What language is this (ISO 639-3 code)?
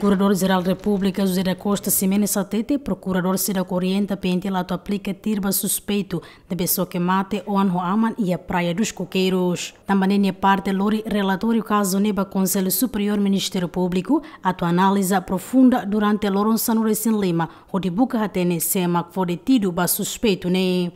tet